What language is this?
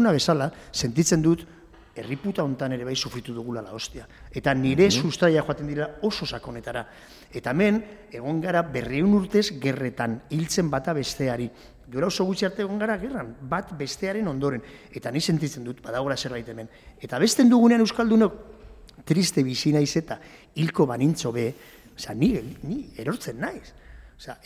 Basque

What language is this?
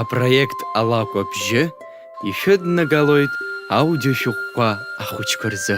Abkhazian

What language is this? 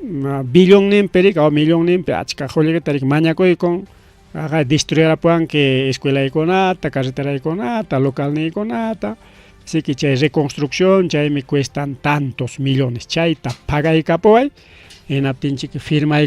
Ayacucho Quechua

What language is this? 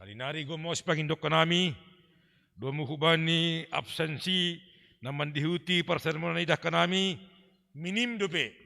Batak Simalungun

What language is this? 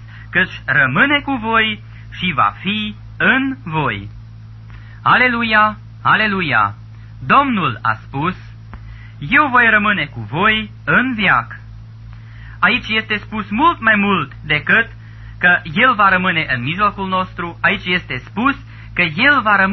Romanian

